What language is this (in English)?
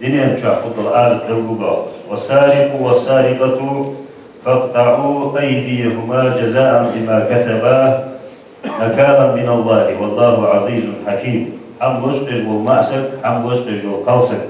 Ingush